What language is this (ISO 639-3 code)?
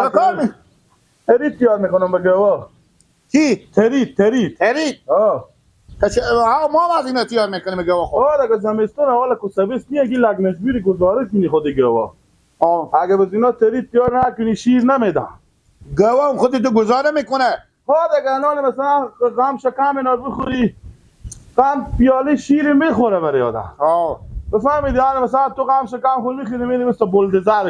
fas